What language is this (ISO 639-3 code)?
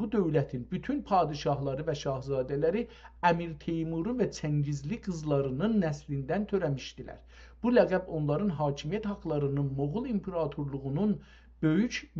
azb